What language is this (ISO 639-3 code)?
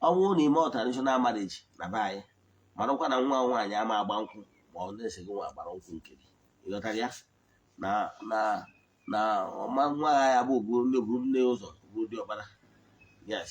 ibo